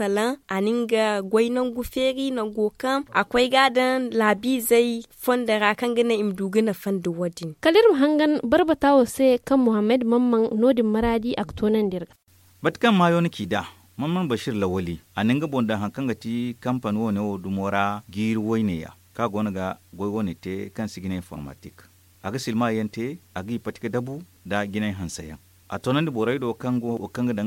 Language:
Zarma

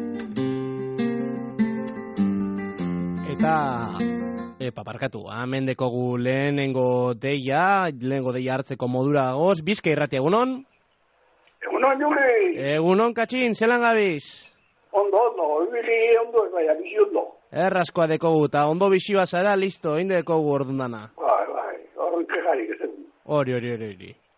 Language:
Basque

